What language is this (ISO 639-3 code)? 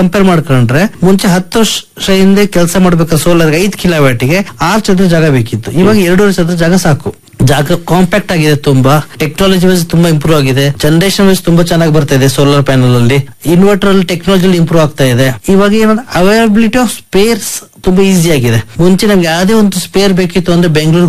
kan